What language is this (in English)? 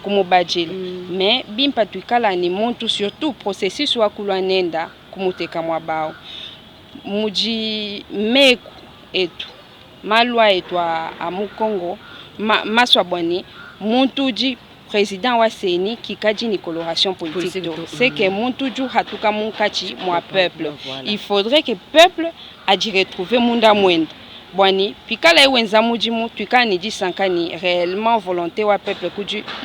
Luba-Lulua